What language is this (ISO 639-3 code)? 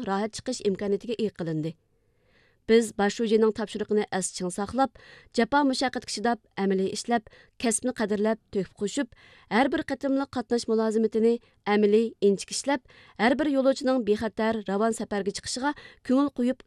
uig